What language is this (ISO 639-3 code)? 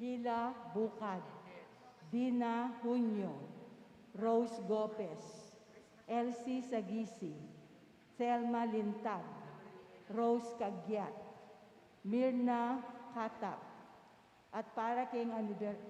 pam